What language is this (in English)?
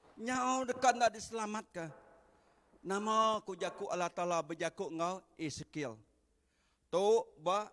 Iban